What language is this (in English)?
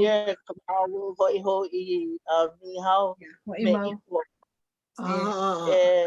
Hawaiian